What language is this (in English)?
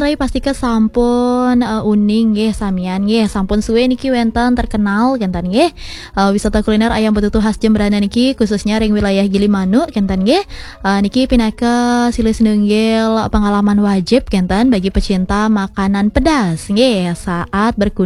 Balinese